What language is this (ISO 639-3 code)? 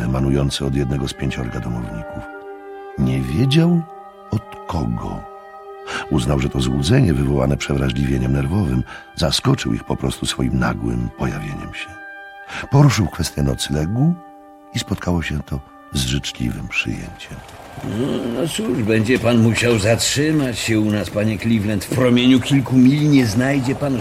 pol